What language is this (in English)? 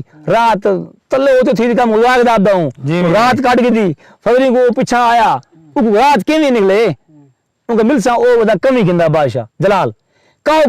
Saraiki